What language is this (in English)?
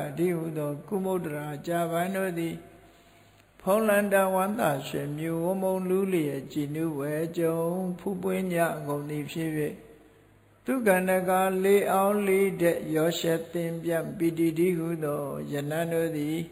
Burmese